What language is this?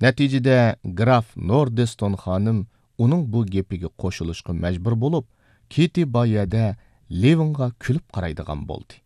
Uyghur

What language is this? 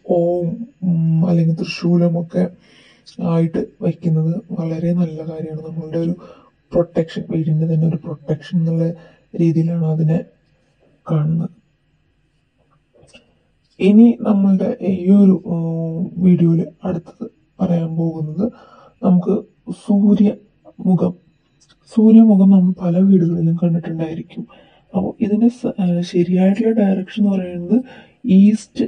Malayalam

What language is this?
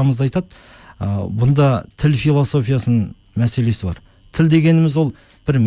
Kazakh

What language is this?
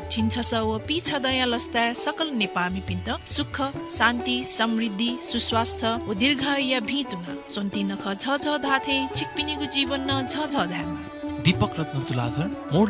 Newari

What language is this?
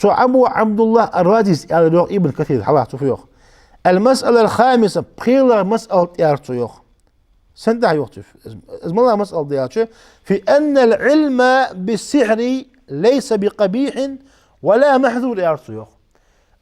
Ingush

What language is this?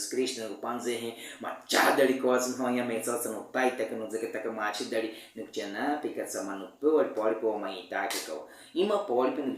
Baniwa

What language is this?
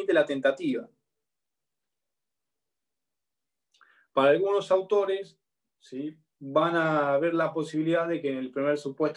Spanish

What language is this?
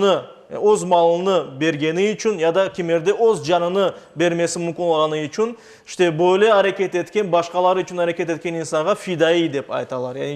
Crimean Tatar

